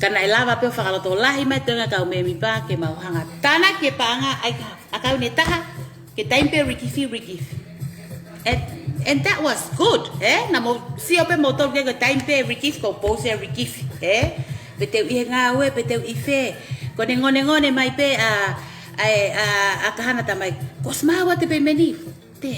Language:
Tongan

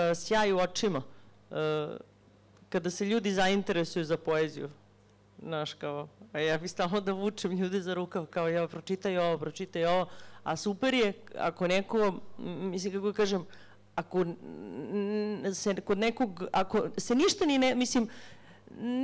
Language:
Serbian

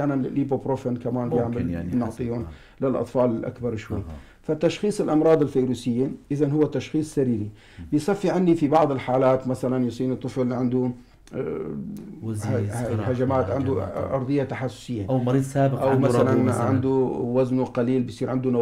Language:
North Levantine Arabic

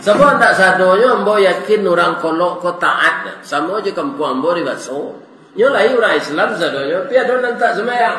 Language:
Minangkabau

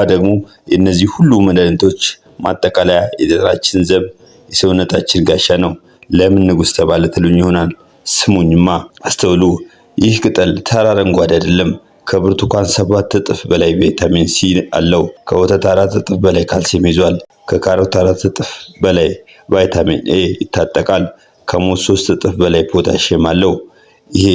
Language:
Amharic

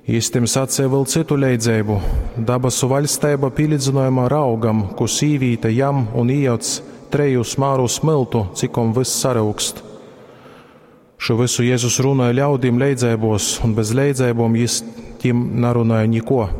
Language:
Latgalian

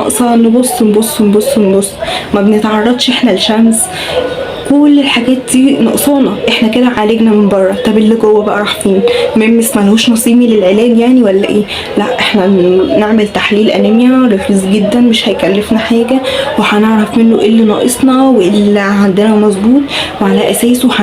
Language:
Egyptian Arabic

